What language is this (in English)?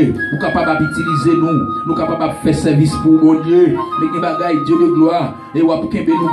Haitian Creole